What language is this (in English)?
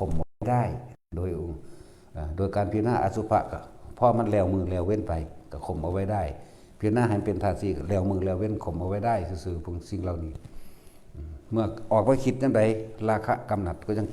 Northeastern Thai